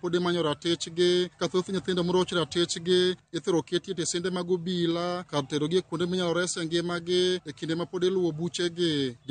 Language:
Luo (Kenya and Tanzania)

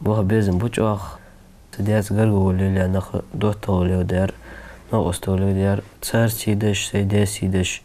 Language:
Ingush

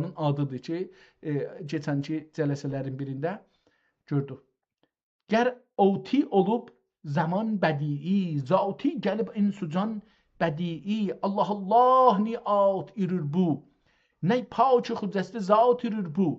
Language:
South Azerbaijani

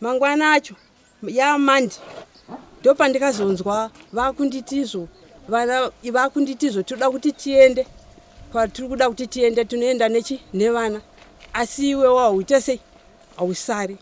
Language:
Shona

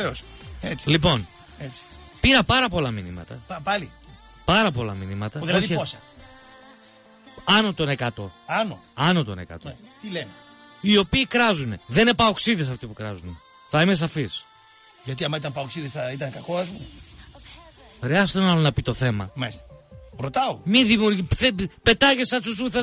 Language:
Greek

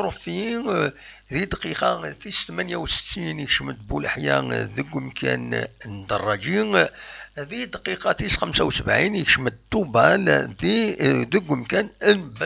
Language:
Kabyle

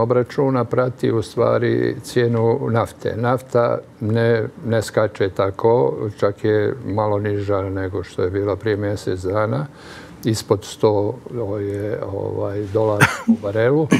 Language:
Serbian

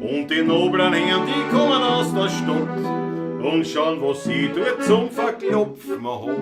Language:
Bavarian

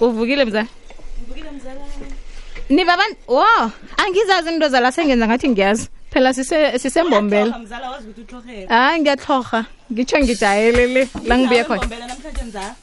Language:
South Ndebele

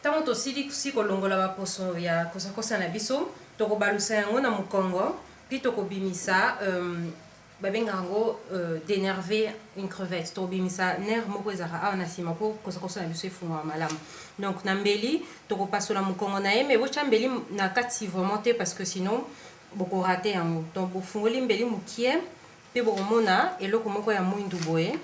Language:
Lingala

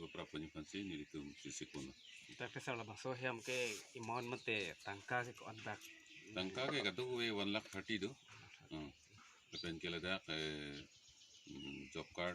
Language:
Karbi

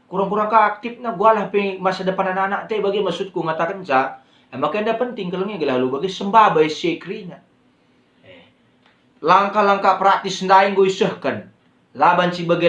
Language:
Batak Karo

